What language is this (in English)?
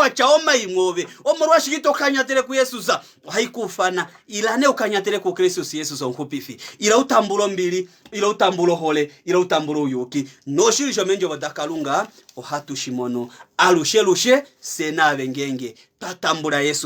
Kuanyama